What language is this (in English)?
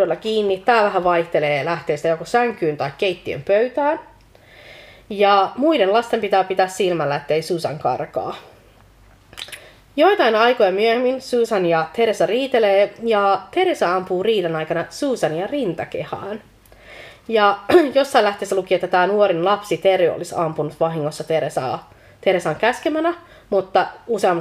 Finnish